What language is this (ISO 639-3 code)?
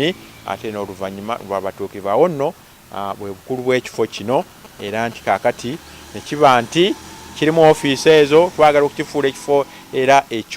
lug